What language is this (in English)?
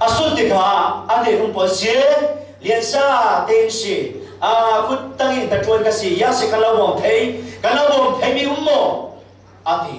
Falam Chin